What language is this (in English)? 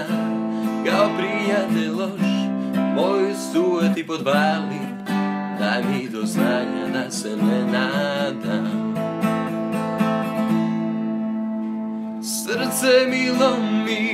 Croatian